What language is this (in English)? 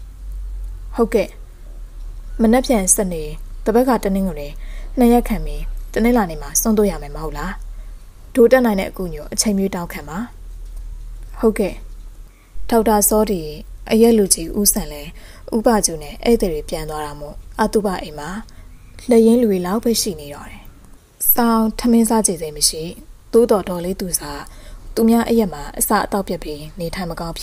Burmese